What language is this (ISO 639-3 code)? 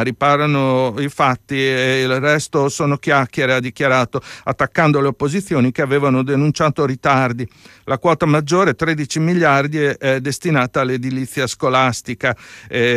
ita